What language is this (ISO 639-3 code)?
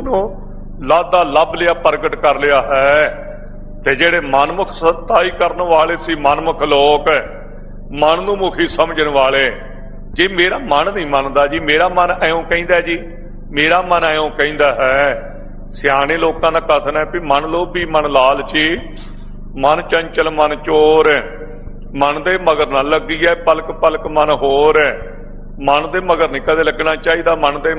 pan